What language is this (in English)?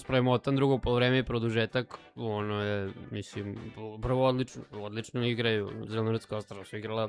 Serbian